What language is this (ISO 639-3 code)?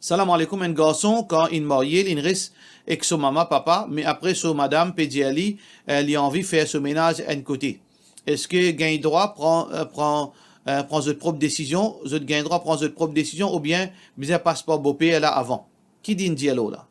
mfe